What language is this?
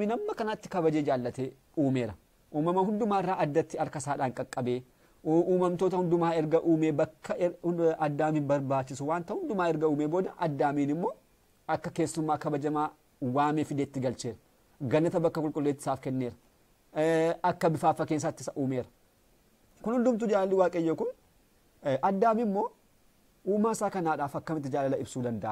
Oromo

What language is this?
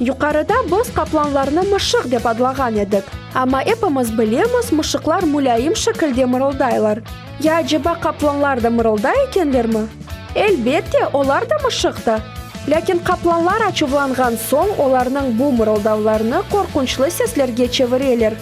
Crimean Tatar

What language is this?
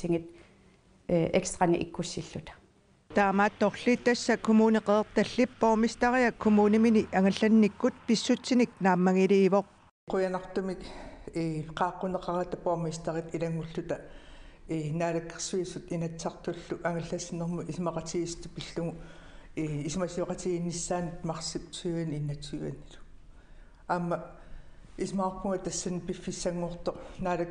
Kalaallisut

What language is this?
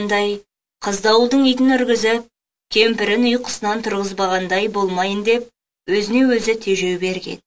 Kazakh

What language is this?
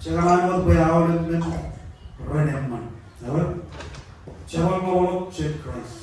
Marshallese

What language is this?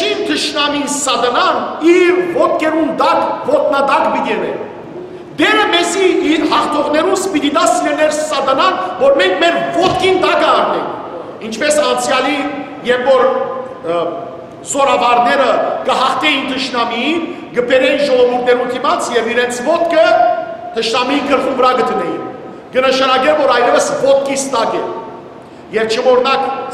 Western Armenian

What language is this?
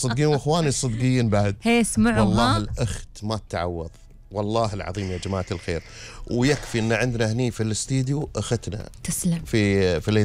Gulf Arabic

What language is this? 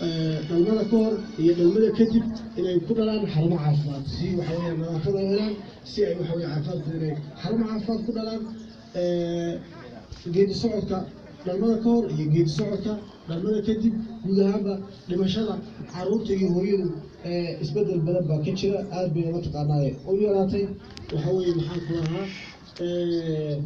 Somali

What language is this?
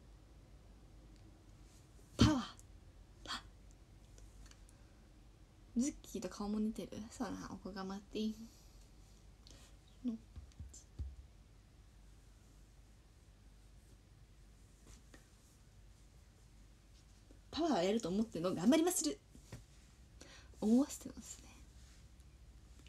Japanese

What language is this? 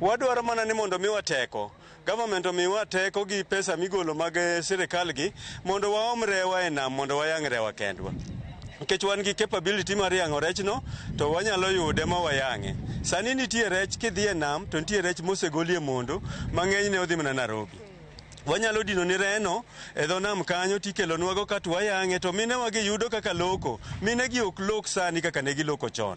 Luo (Kenya and Tanzania)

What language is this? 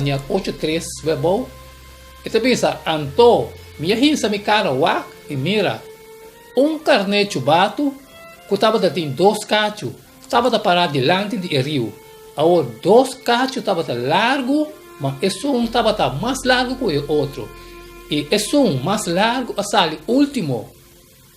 Papiamento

